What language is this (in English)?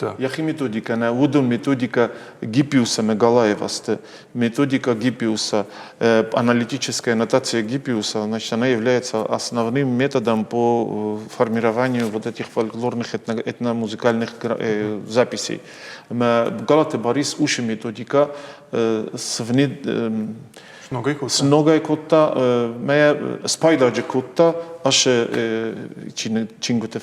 Ossetic